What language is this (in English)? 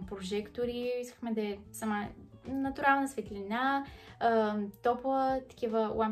Bulgarian